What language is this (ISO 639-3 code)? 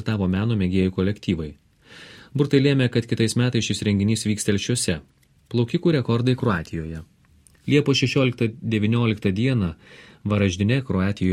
lit